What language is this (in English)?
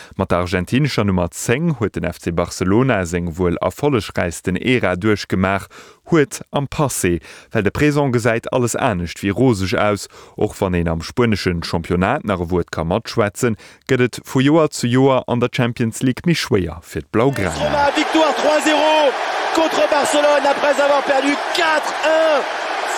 Luxembourgish